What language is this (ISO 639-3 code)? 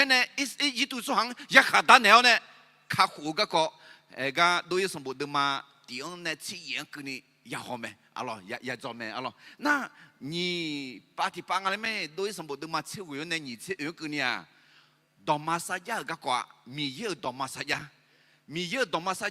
ahk